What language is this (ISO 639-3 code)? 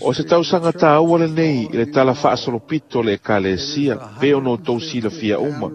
smo